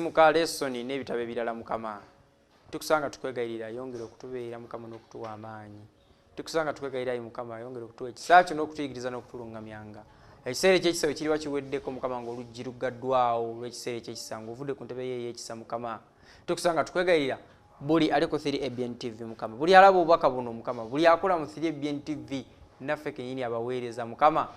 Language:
Ganda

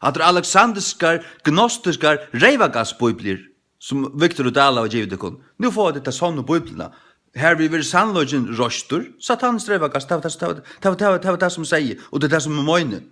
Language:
Faroese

